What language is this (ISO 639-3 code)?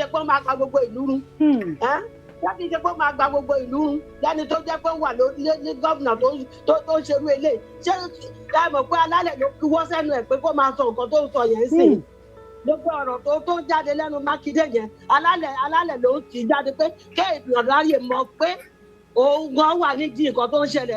yor